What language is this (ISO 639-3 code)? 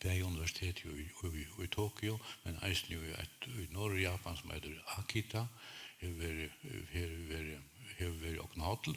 fao